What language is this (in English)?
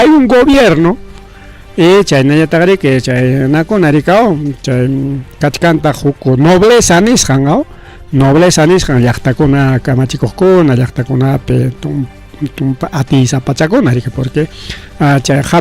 Ayacucho Quechua